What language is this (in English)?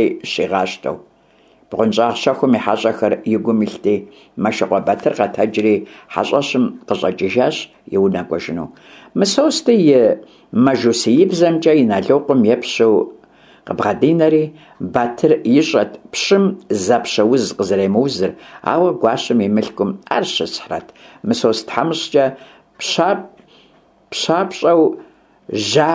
Kabardian